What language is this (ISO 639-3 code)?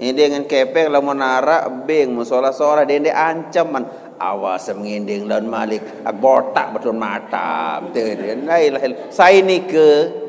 sas